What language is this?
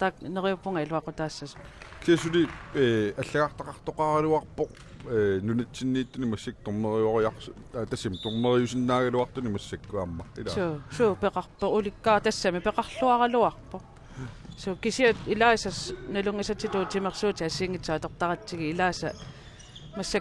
Kalaallisut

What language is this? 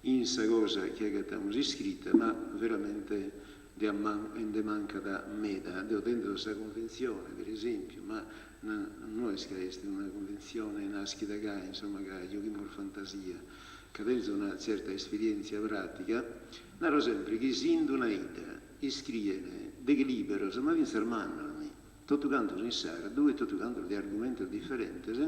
Sardinian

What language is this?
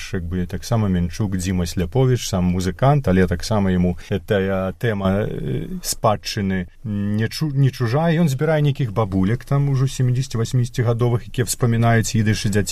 Belarusian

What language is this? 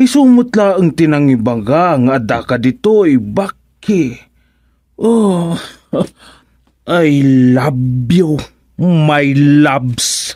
Iloko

